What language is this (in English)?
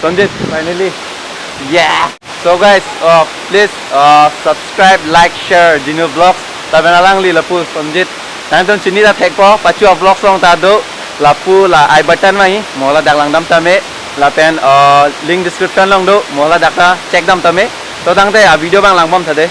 Karbi